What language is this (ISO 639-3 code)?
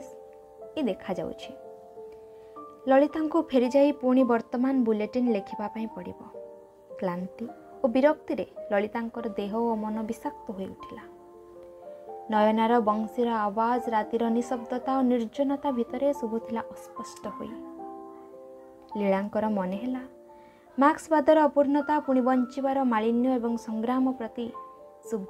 ori